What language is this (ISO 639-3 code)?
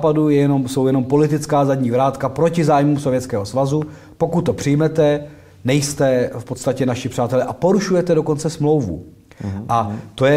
ces